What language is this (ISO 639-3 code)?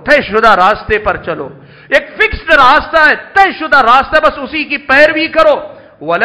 urd